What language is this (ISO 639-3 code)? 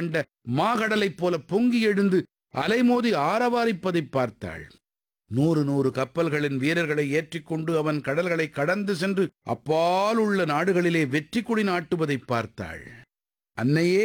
tam